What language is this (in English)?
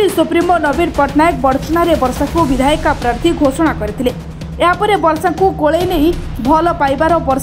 Odia